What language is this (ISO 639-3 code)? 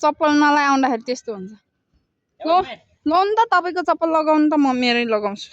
nep